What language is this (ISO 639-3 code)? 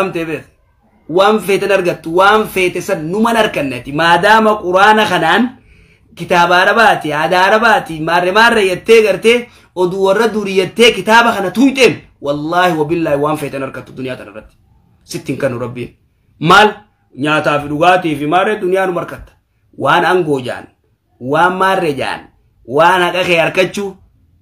orm